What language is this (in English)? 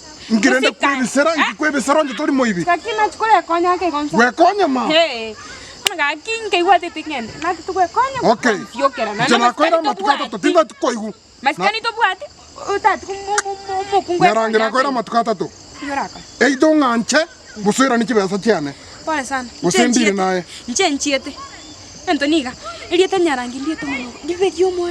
Gusii